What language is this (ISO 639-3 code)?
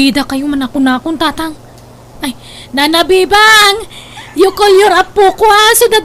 ilo